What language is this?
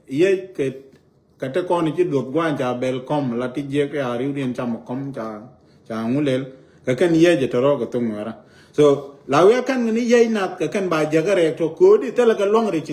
Nuer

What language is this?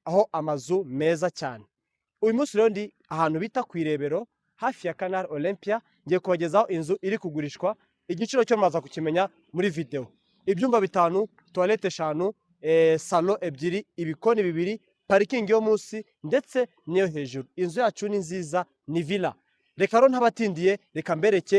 Kinyarwanda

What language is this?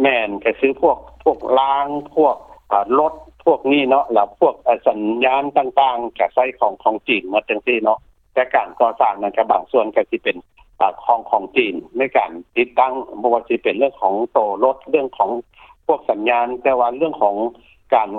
Lao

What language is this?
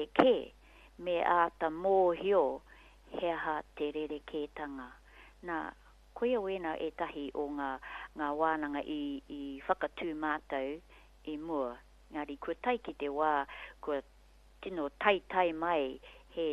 Māori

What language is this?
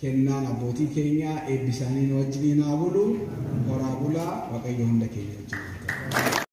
Oromo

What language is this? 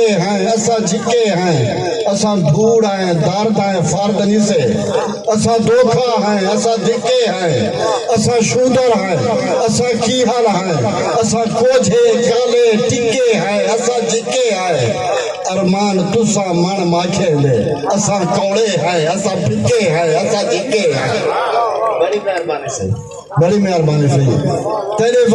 Saraiki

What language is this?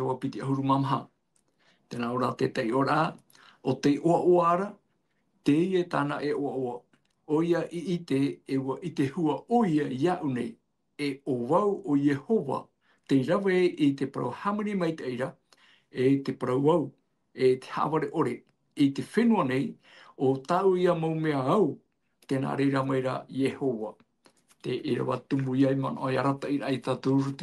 Tahitian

